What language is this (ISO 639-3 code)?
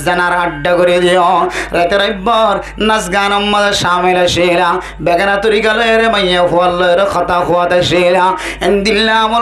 rhg